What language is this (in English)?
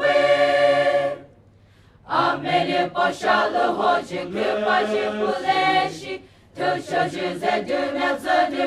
Poumei Naga